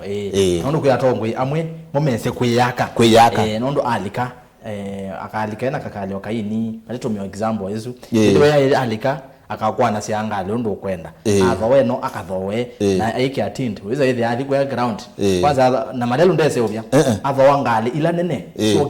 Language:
Kamba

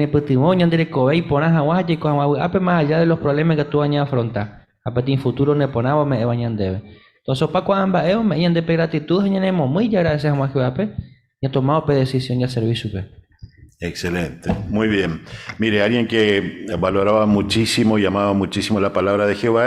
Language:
Guarani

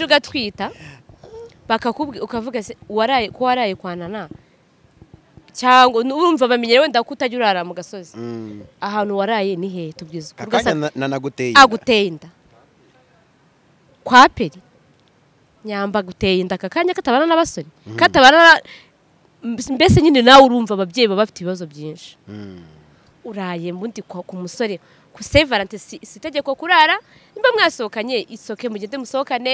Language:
Kinyarwanda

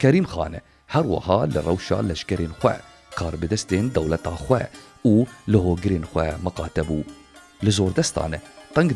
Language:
Kurdish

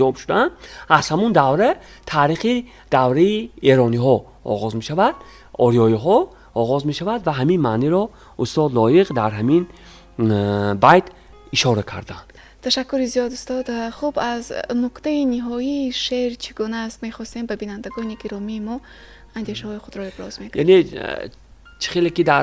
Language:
Tajik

